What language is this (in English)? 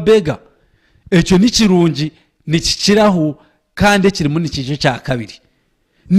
Nyankole